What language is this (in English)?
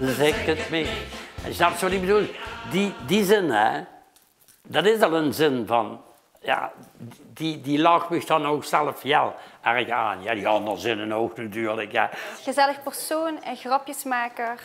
Limburgish